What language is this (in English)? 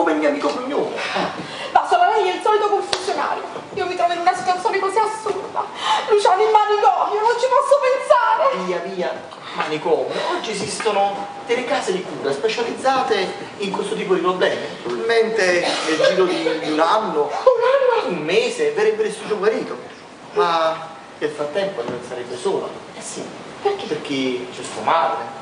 Italian